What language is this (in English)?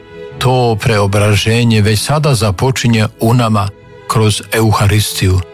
Croatian